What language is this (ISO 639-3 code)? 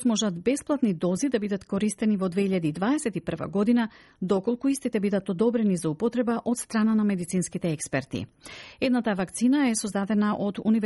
mkd